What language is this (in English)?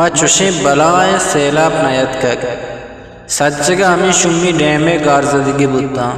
Eastern Balochi